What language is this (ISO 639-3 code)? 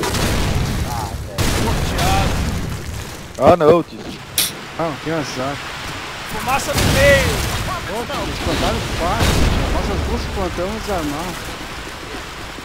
por